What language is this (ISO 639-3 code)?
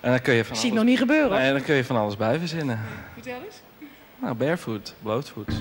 fry